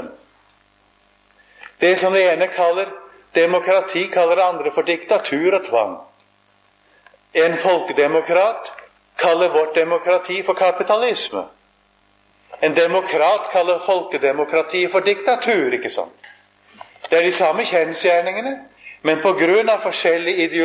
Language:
Norwegian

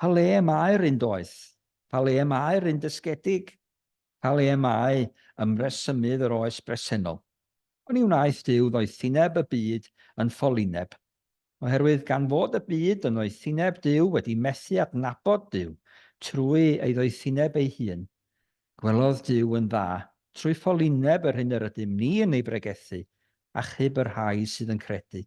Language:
Welsh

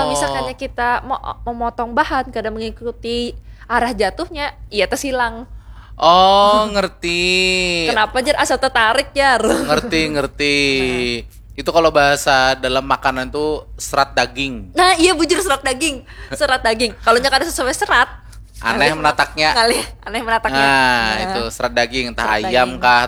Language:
Banjar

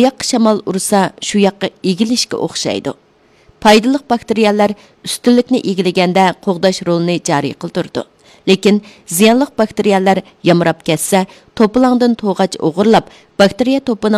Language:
Uyghur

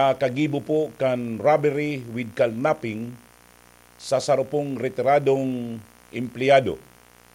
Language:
Bikol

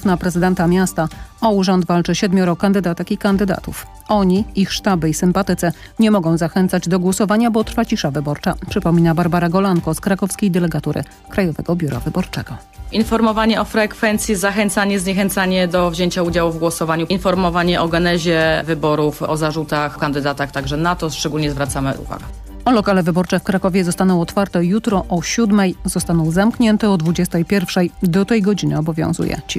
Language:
Polish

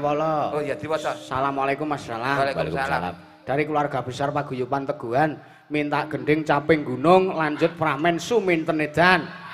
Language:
Javanese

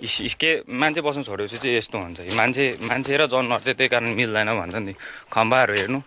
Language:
Nepali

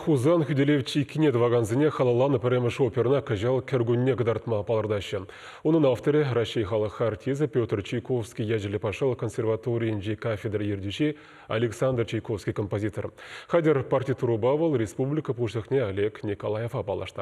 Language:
Chuvash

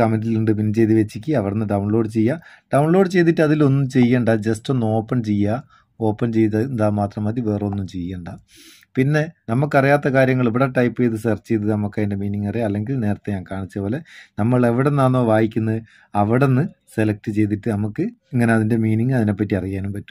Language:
Malayalam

